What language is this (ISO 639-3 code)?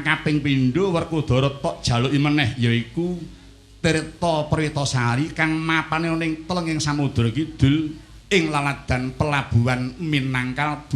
jav